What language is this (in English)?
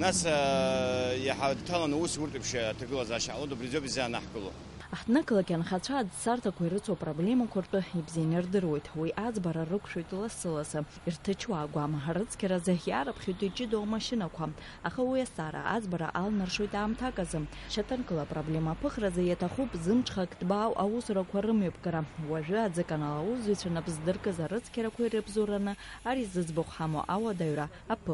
Abkhazian